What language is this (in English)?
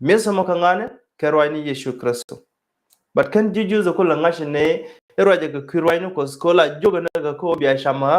Nuer